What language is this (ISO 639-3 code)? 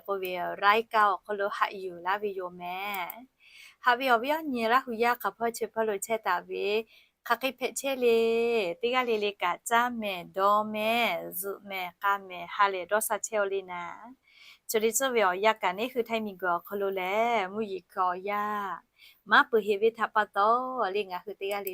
lhu